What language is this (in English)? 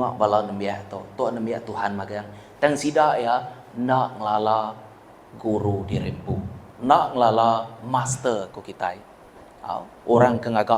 Iban